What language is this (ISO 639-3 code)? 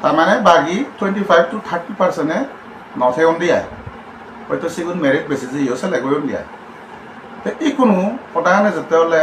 ccp